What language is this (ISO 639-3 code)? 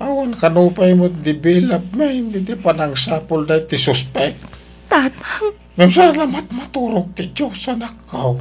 ilo